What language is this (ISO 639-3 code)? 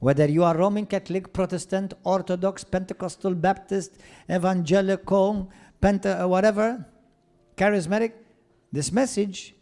eng